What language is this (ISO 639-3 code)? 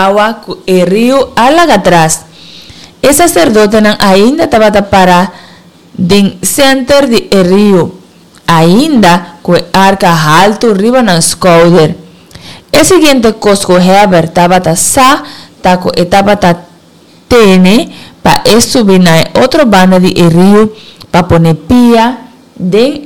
pap